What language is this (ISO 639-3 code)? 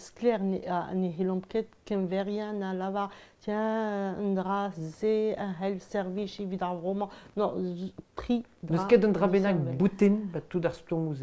bre